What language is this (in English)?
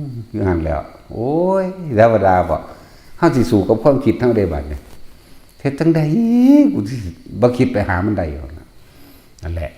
Northeastern Thai